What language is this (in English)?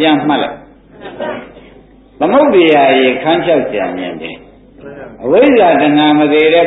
Burmese